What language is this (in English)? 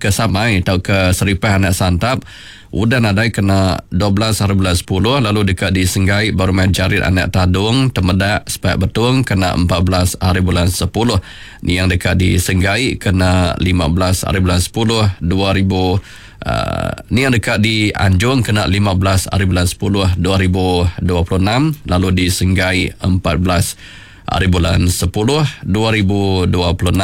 Iban